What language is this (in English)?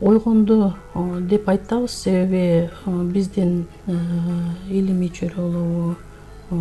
Kyrgyz